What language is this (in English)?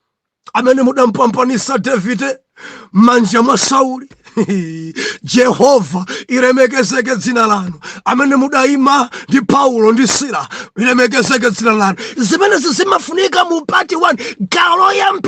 Nyanja